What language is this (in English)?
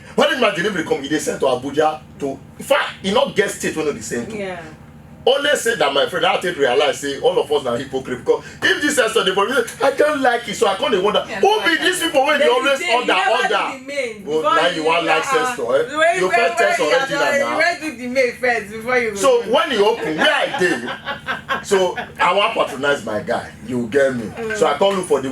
Nigerian Pidgin